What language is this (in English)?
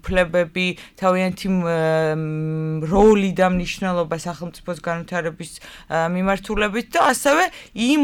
Georgian